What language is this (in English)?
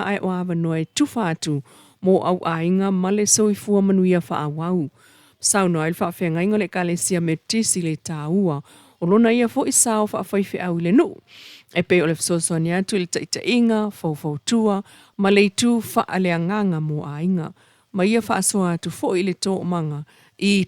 Samoan